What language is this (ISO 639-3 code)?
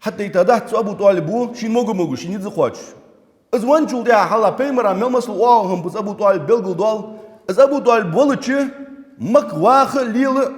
inh